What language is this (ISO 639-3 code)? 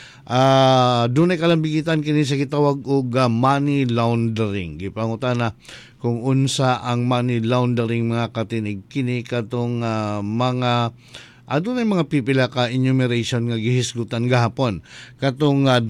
ceb